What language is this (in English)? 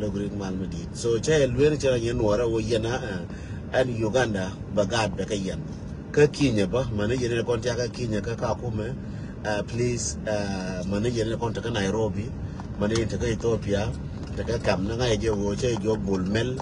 Nuer